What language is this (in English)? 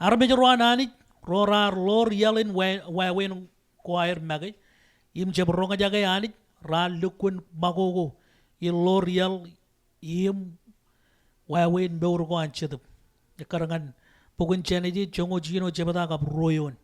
Marshallese